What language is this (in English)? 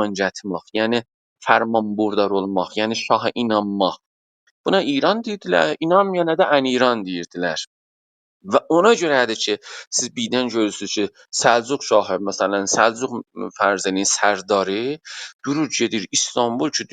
South Azerbaijani